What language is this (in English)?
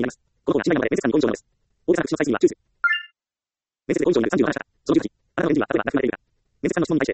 Japanese